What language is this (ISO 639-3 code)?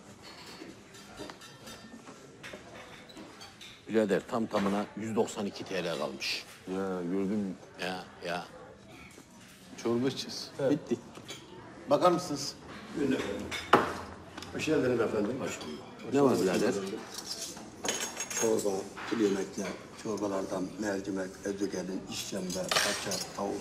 tur